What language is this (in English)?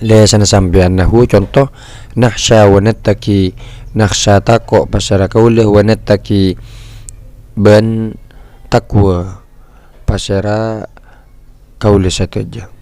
Madurese